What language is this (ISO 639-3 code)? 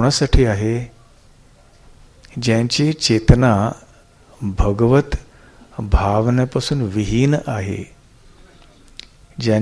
mar